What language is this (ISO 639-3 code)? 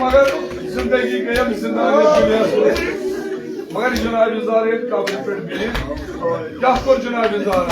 kas